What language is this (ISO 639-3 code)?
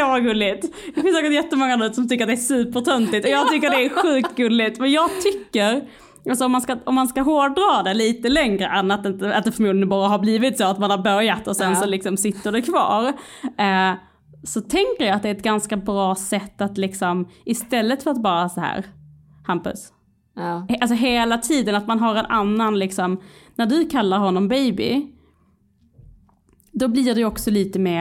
swe